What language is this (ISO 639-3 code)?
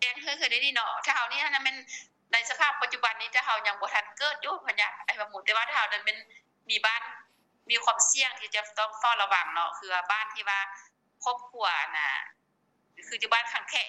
lao